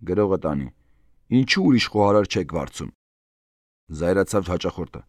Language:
Armenian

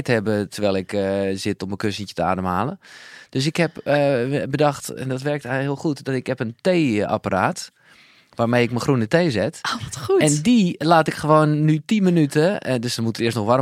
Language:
Dutch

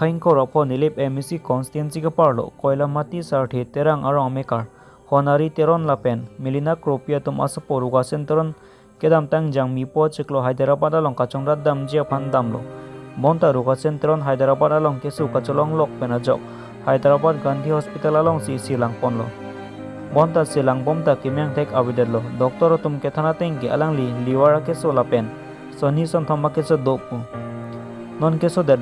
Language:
Karbi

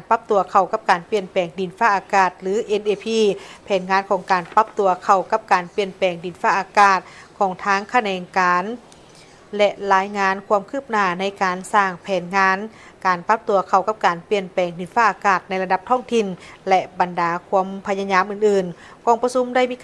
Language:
Lao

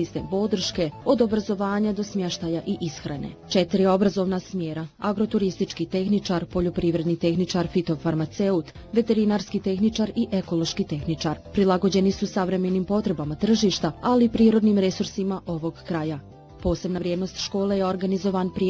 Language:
Bosnian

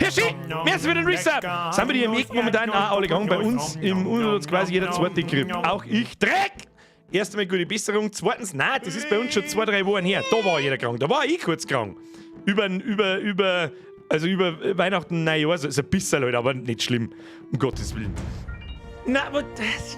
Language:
Bavarian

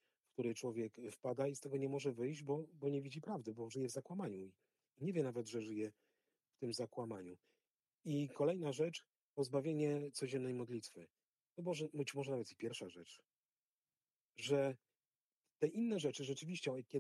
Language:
Polish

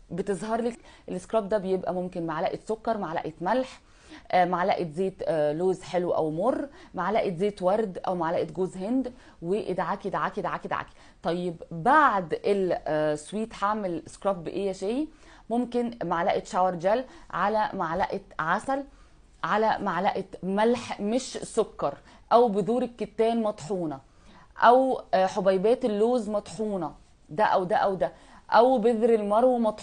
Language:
Egyptian Arabic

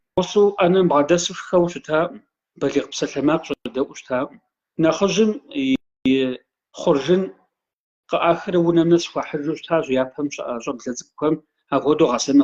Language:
Kabardian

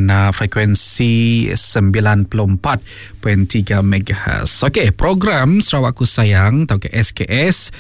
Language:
Iban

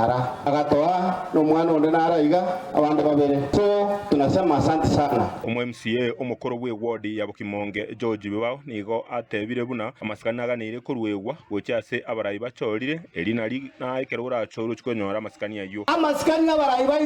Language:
Gusii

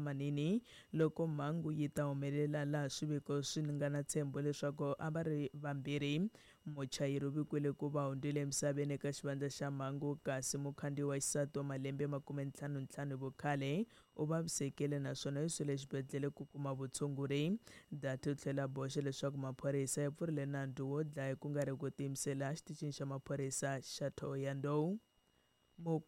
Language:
Tsonga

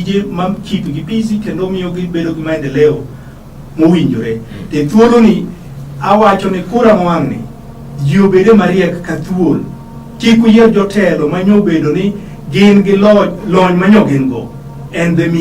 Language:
Luo (Kenya and Tanzania)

